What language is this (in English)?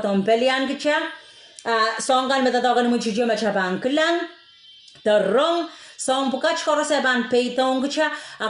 Pohnpeian